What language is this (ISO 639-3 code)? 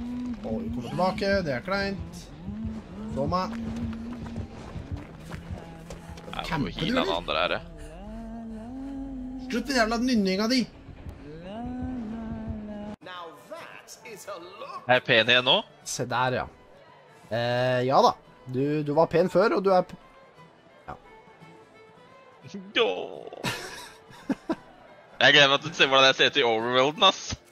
nor